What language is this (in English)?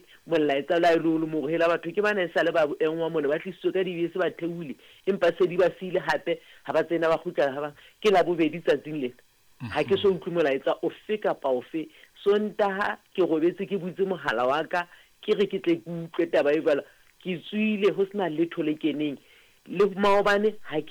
Southern Sotho